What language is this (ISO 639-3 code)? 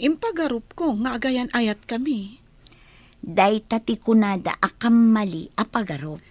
ilo